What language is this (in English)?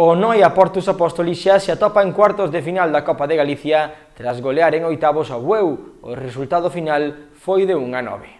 Galician